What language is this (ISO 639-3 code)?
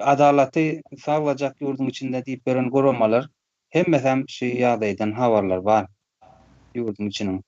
tuk